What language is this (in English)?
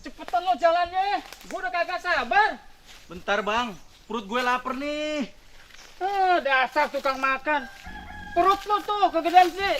Betawi